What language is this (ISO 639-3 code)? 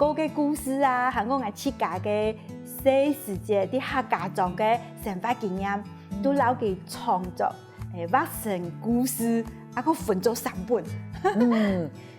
hak